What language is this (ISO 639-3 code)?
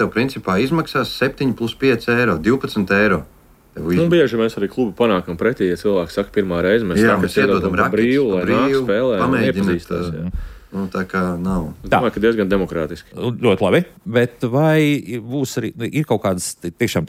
lav